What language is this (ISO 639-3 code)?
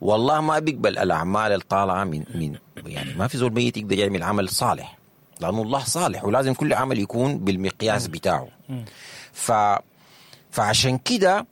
apd